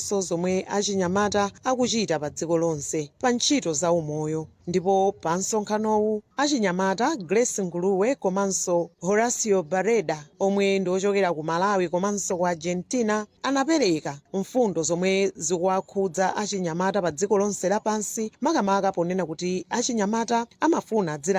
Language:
Nyanja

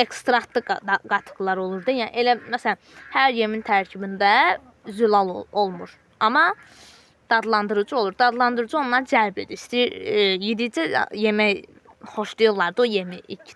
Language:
Azerbaijani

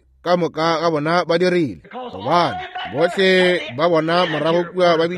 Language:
Northern Sotho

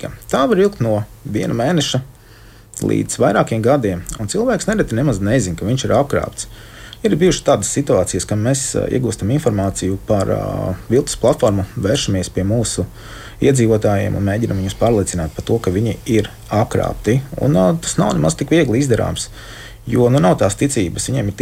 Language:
Latvian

